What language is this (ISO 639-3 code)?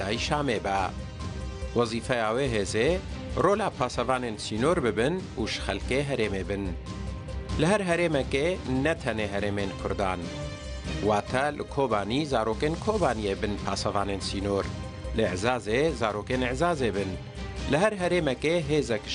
kur